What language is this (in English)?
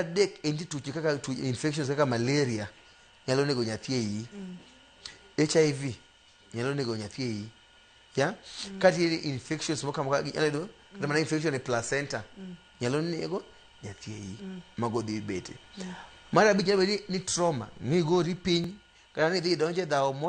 Luo (Kenya and Tanzania)